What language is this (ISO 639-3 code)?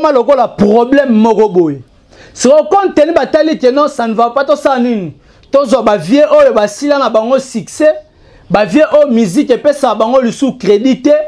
lin